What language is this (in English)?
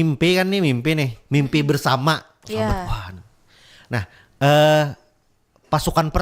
Banjar